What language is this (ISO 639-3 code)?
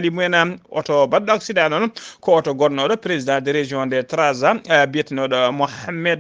ful